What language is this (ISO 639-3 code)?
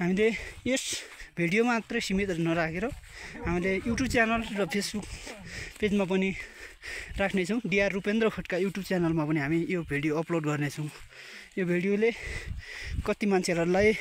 nep